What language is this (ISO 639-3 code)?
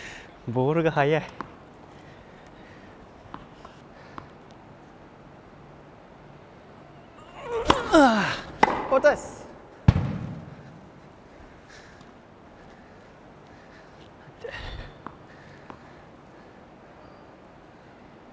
jpn